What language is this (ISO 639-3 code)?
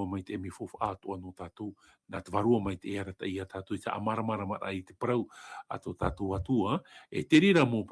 tah